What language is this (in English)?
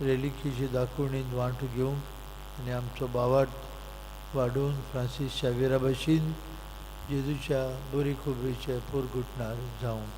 Konkani